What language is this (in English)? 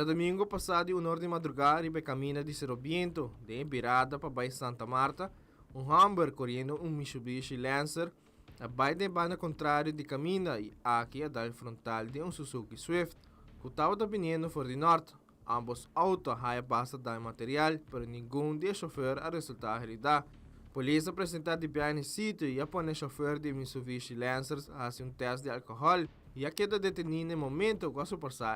Papiamento